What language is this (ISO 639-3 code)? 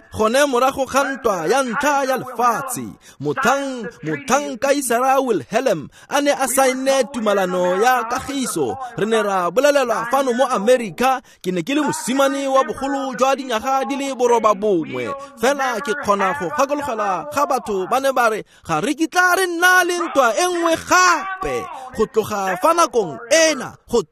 tsn